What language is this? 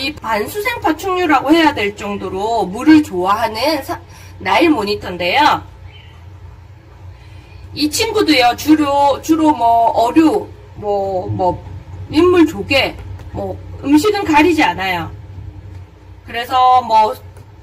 Korean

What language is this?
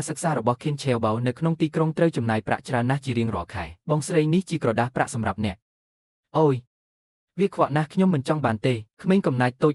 Khmer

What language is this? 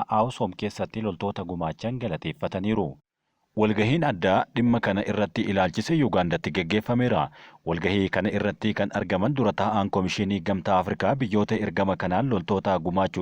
Oromo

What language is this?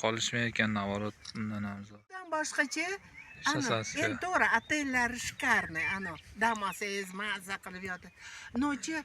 Uzbek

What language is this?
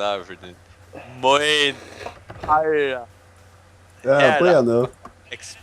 Faroese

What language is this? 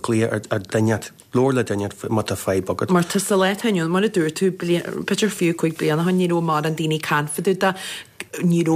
Irish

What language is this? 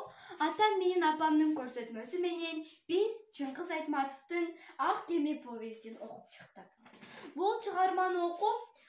Kyrgyz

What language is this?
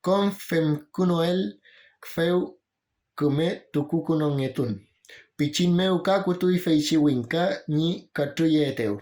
Mapuche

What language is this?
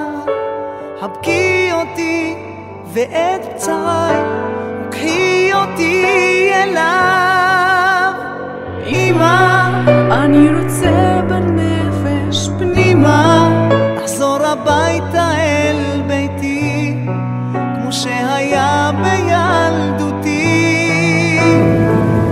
Hebrew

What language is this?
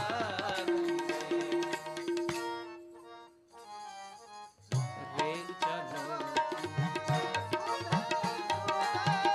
Hindi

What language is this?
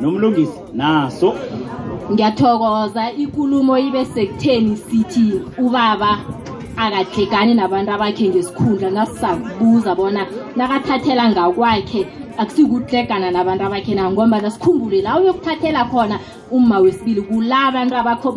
South Ndebele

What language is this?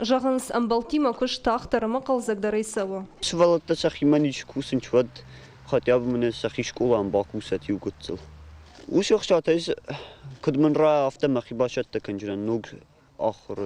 Ossetic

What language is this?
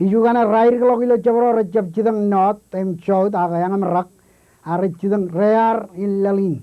Marshallese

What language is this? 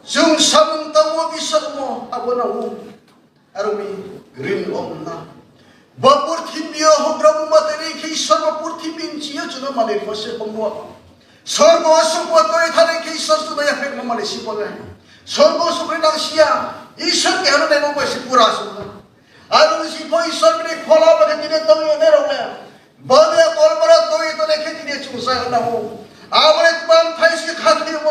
Riang (India)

